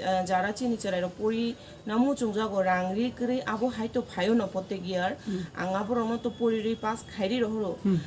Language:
Kok Borok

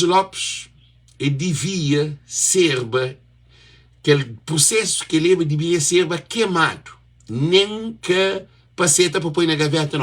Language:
Kabuverdianu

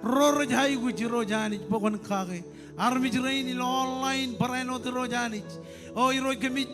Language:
Marshallese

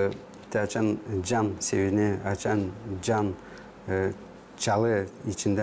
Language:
Gagauz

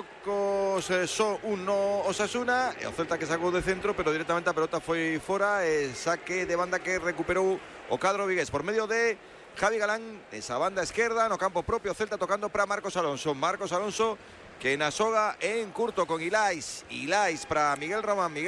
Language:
Galician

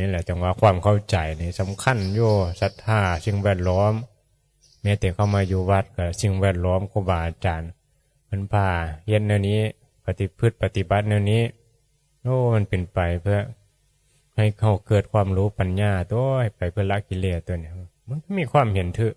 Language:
Northeastern Thai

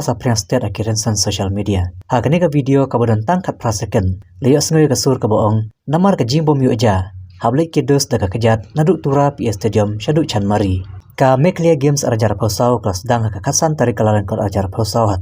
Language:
Khasi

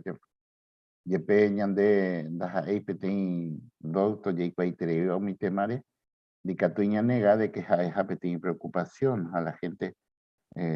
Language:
Guarani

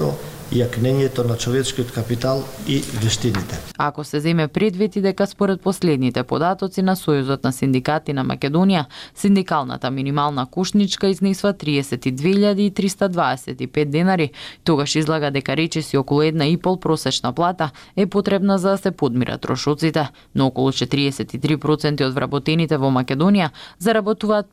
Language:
Macedonian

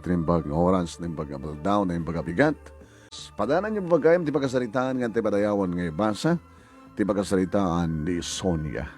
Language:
Iloko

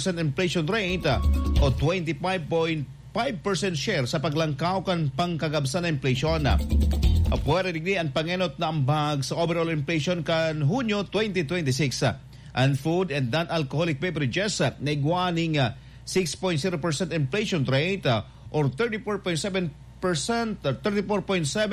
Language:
Bikol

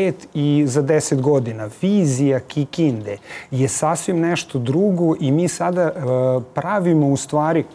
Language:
Serbian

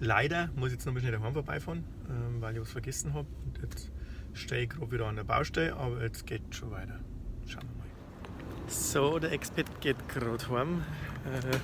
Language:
Bavarian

